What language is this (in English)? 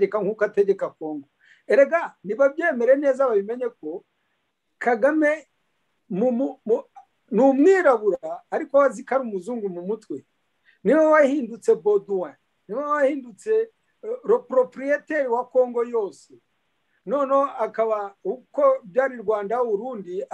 Kinyarwanda